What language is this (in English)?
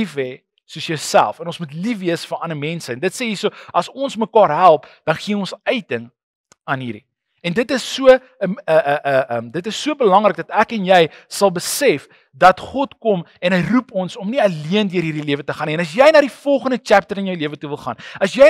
Afrikaans